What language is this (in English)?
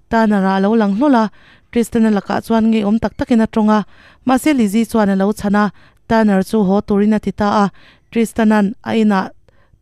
Mizo